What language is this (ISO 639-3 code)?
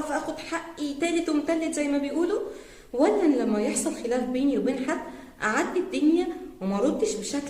arz